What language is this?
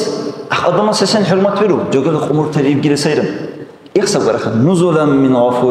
Dargwa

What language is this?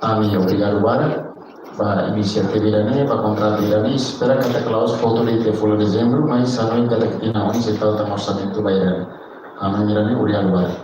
Tetum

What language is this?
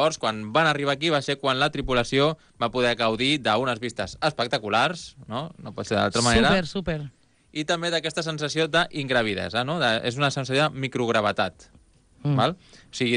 Catalan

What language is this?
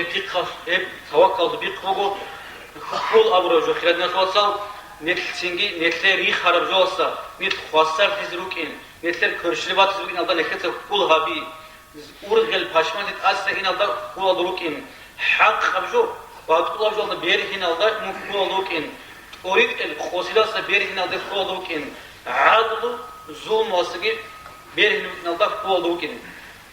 Avaric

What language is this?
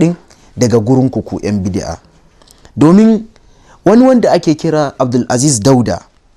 Hausa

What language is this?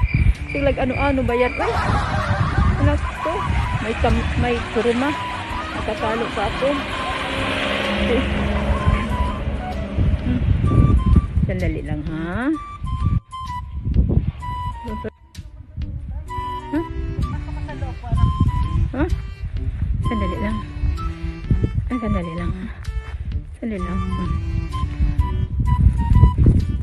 Filipino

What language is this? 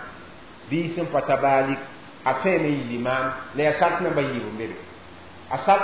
Mossi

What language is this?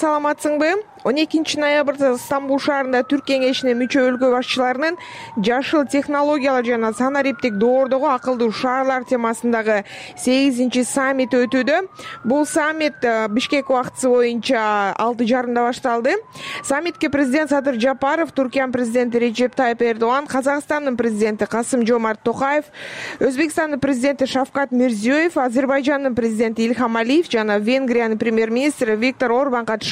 Kyrgyz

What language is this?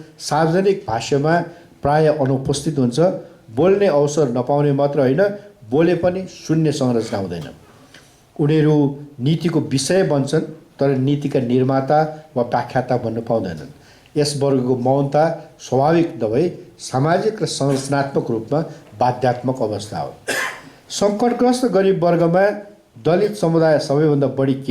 Nepali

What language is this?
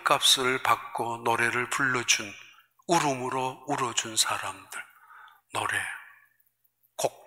Korean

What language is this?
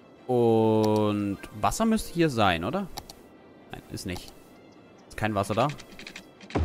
German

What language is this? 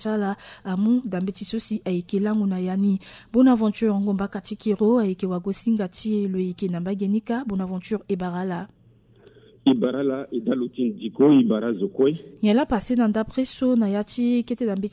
Sango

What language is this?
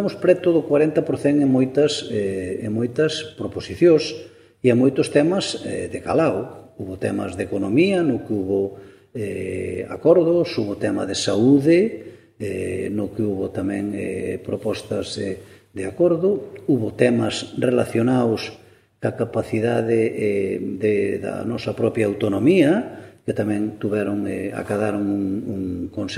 Galician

